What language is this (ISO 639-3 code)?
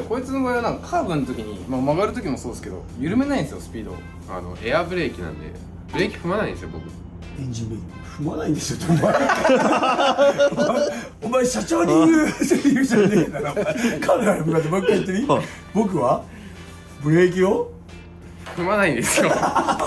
jpn